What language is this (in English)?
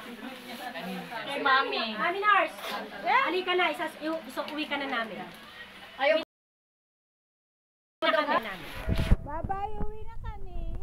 Filipino